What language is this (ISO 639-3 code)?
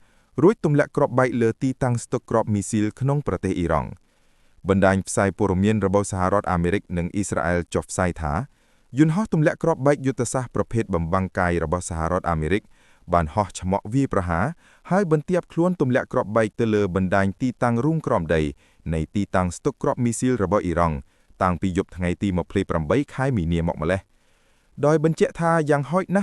khm